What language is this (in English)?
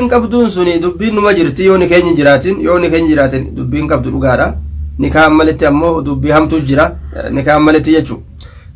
Oromo